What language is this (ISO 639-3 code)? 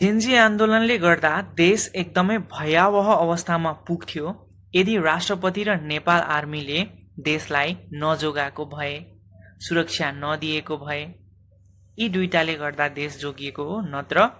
nep